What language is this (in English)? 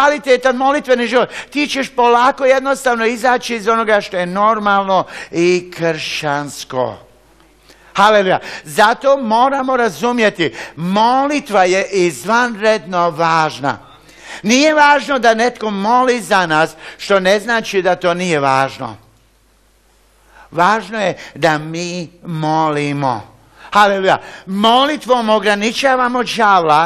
Croatian